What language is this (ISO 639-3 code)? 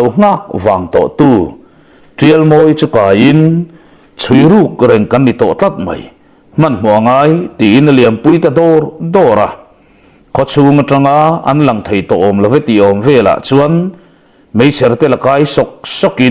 lus